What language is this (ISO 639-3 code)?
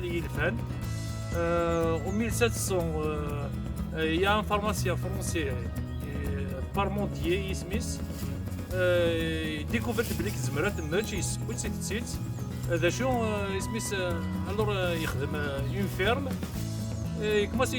kab